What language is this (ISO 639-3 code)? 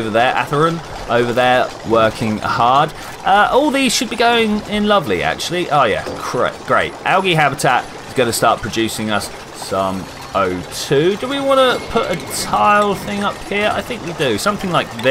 eng